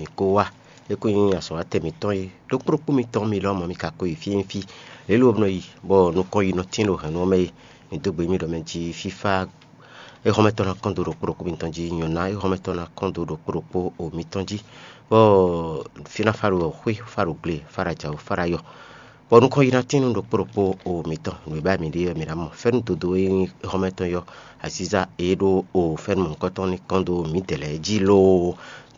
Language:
Fon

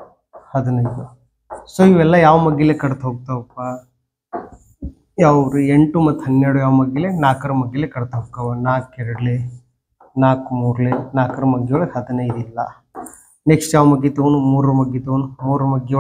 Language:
Kannada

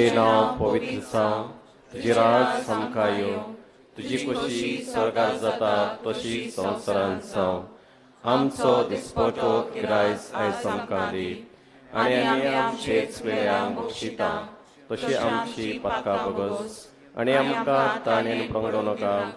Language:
Konkani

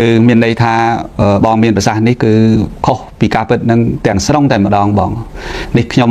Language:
Khmer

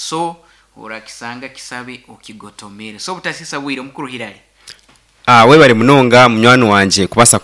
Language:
Nyankole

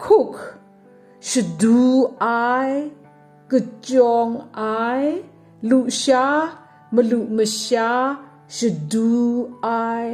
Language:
Kachin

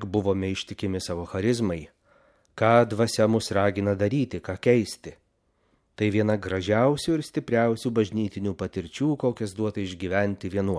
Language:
Lithuanian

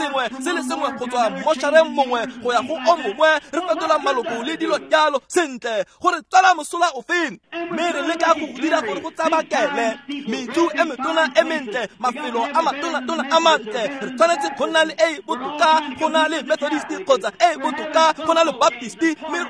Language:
Tswana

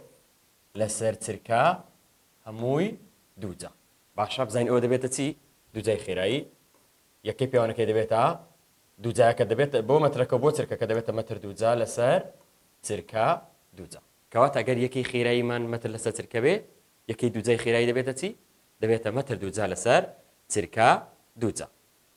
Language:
Central Kurdish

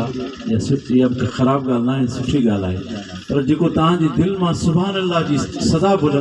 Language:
Sindhi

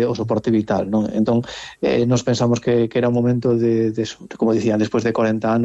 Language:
Galician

